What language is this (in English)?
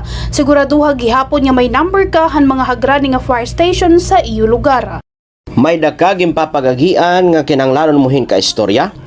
Waray